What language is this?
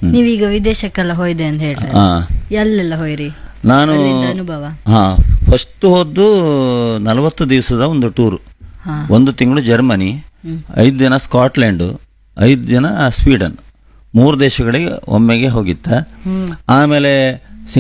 Kannada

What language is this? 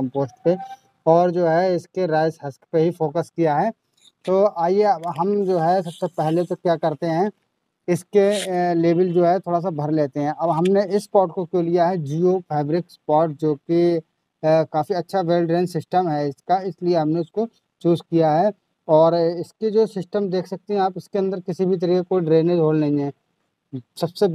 Hindi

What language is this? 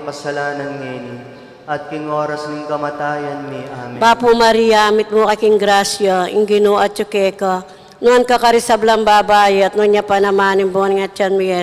Pampanga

